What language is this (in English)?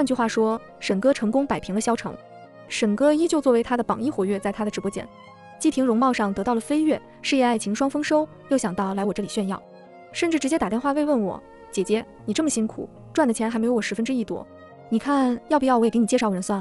Chinese